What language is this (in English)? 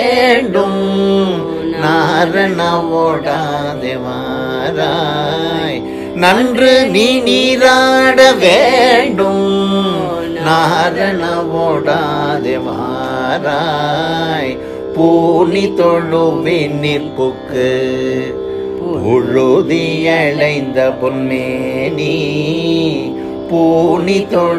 Tamil